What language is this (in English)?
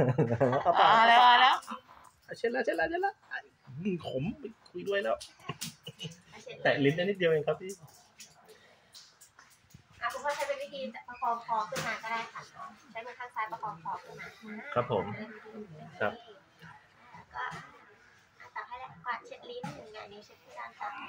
Thai